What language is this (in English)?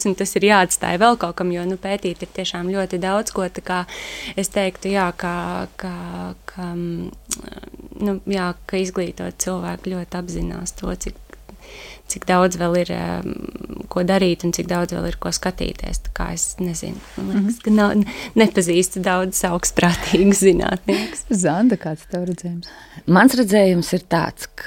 Latvian